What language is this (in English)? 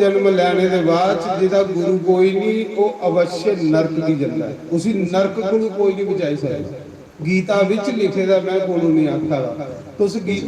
Dogri